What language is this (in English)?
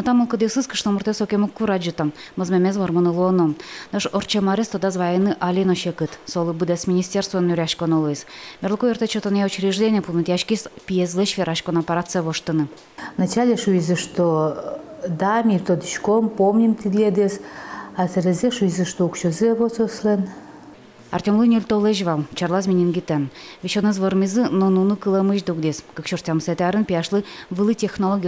Udmurt